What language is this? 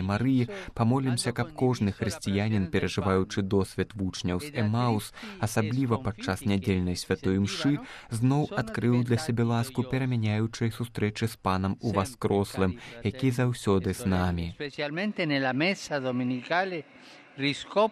Belarusian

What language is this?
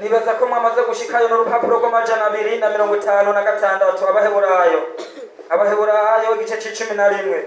Rundi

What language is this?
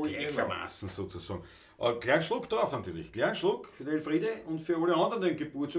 Bavarian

